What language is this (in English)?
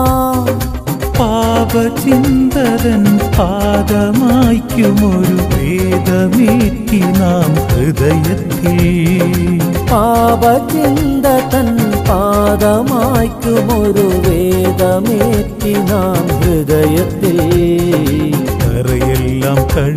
Malayalam